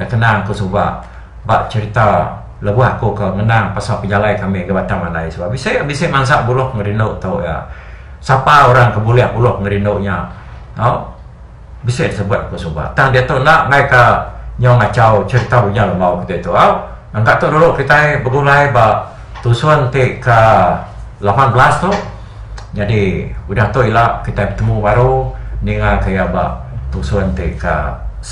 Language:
Iban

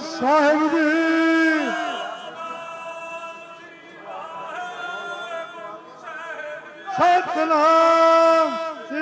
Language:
Punjabi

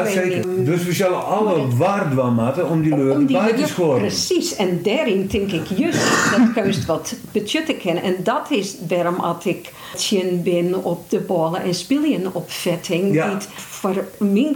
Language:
Western Frisian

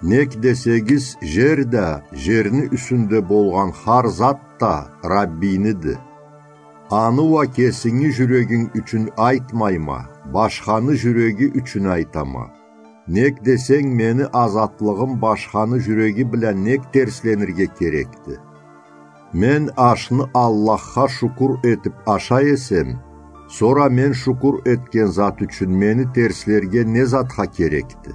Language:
Karachay-Balkar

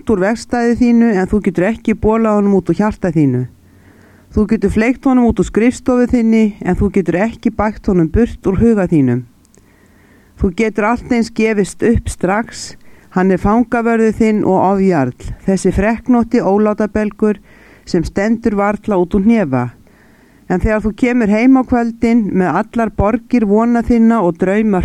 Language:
Icelandic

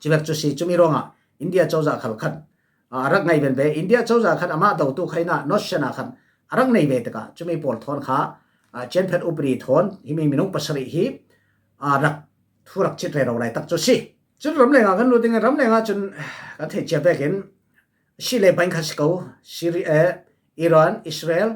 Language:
Falam Chin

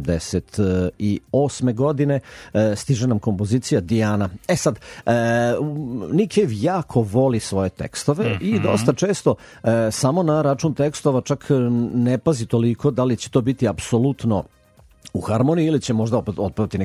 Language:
Serbian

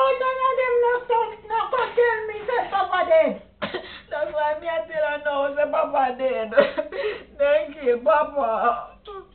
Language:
Jamaican Creole English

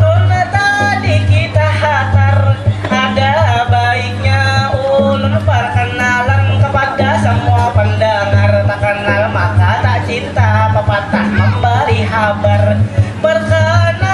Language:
Banjar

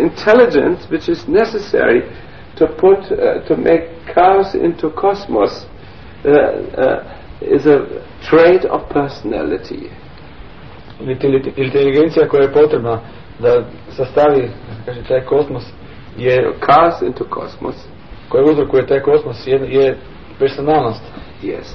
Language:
Croatian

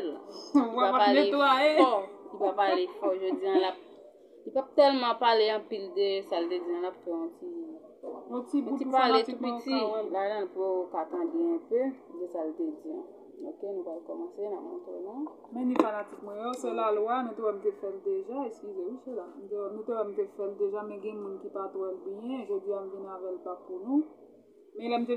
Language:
Haitian Creole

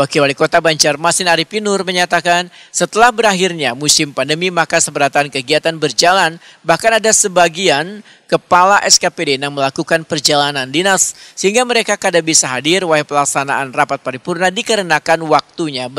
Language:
Banjar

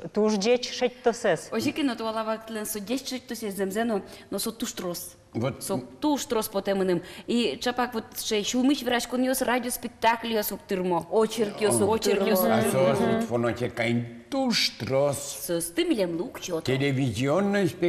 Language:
Udmurt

